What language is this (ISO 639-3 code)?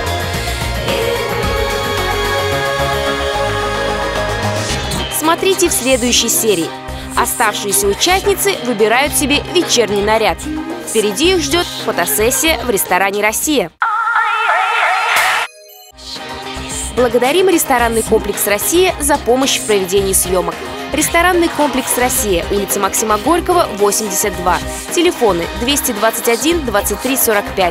rus